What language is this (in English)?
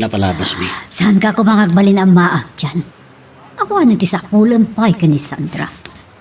Iloko